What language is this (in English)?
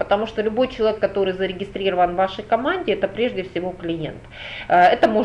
Russian